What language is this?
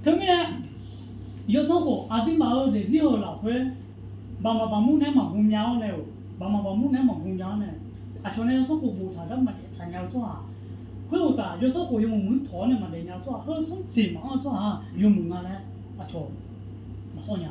Akha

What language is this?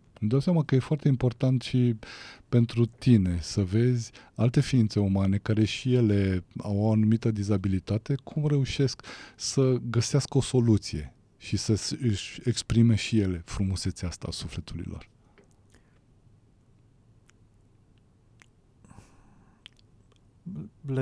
Romanian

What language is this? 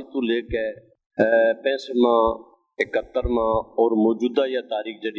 Gujari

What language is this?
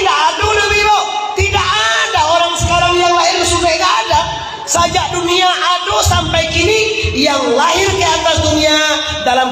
Minangkabau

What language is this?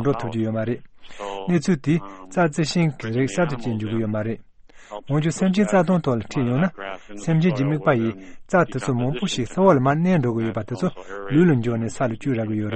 Tibetan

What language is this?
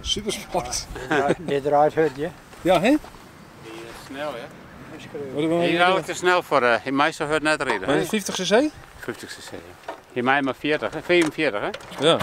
Western Frisian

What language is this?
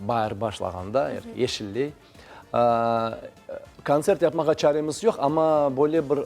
Crimean Tatar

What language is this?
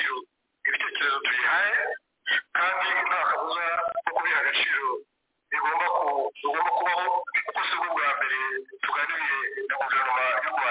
Kinyarwanda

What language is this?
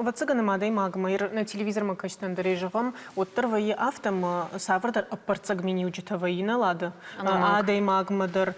Ossetic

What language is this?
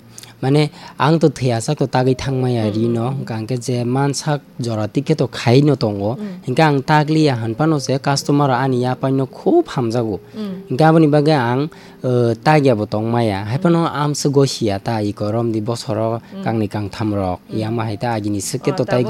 Kok Borok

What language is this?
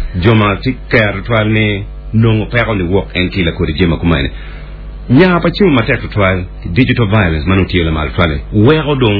Acoli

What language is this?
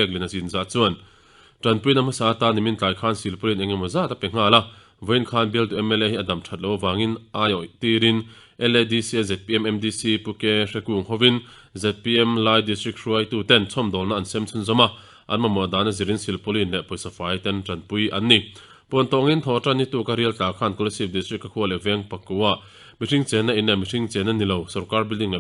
Mizo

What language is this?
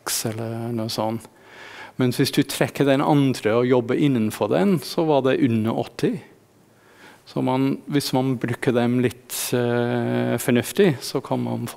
Norwegian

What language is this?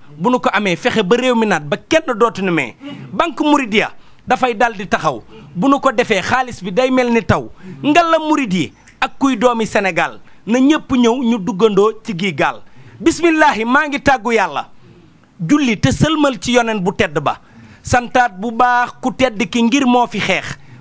Wolof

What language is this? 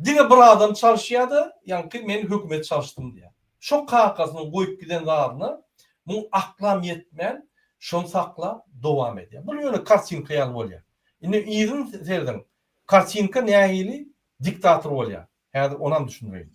Turkmen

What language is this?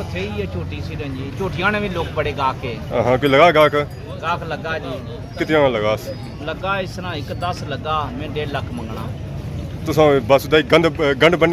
Pahari-Potwari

